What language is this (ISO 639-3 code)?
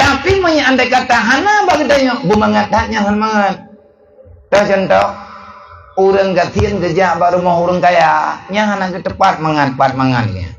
ace